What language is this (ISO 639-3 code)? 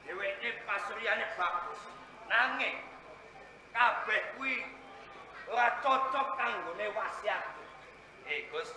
jav